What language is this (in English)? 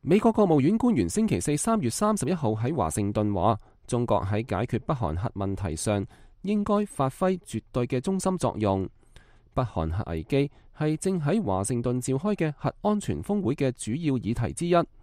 Cantonese